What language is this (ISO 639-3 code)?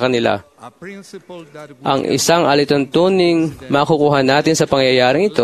fil